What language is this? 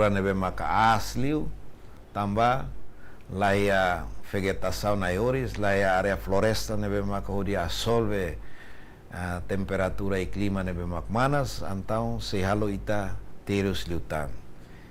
Tetum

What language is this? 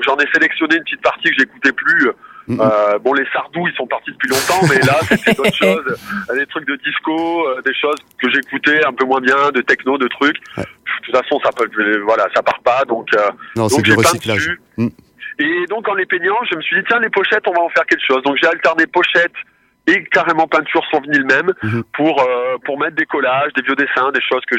French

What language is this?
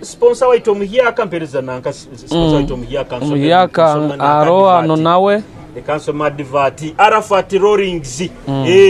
Nyoro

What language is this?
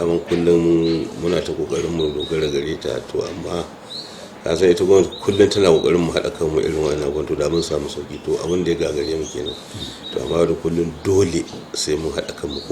Hausa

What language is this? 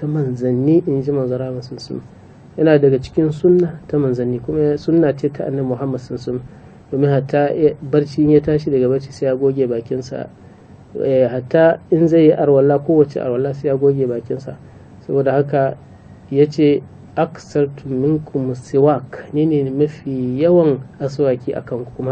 Hausa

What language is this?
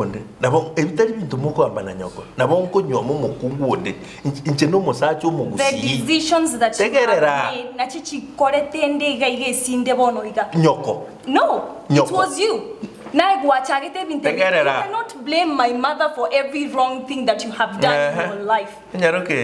Gusii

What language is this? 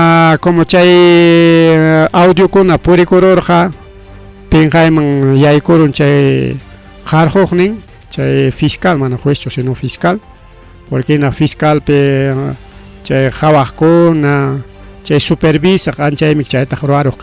Ayacucho Quechua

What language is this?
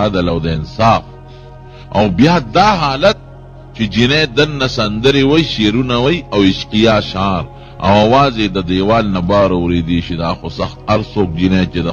Pashto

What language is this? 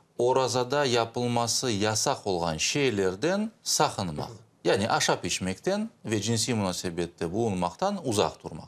Crimean Tatar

